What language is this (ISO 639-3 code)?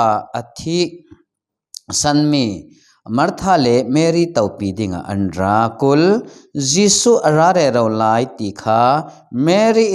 cfm